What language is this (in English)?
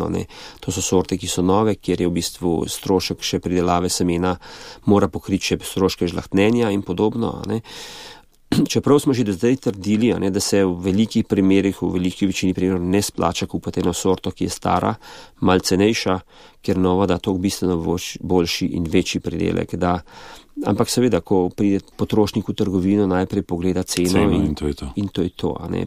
Slovenian